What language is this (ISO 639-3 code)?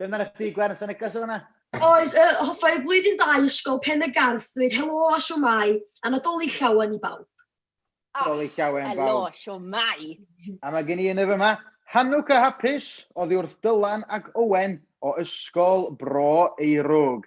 cym